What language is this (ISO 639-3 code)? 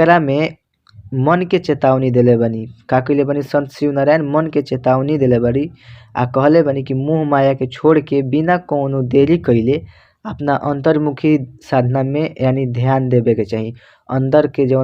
bho